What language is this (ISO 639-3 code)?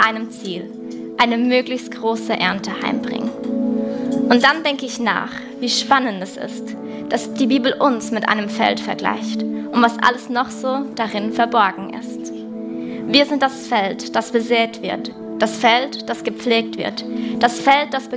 gsw